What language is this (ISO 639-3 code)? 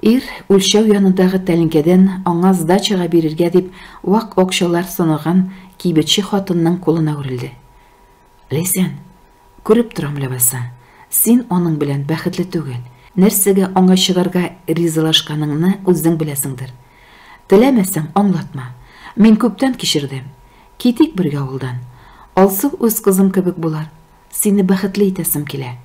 tat